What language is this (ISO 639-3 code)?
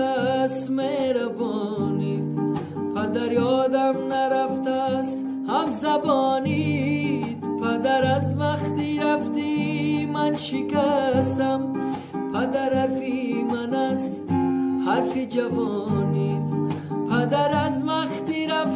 tgk